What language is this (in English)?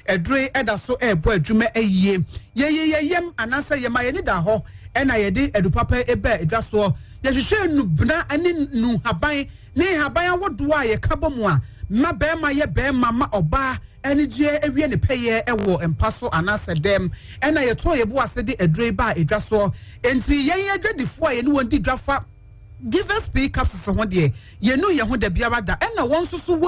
Akan